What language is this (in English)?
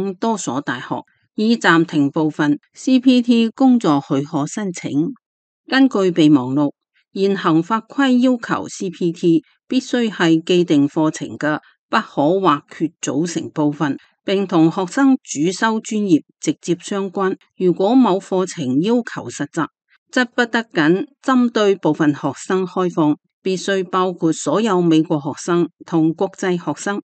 Cantonese